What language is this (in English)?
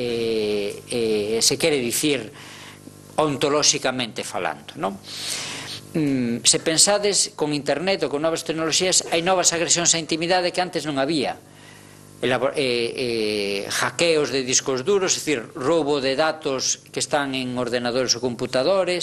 Galician